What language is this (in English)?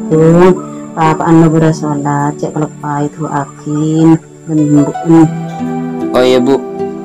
Madurese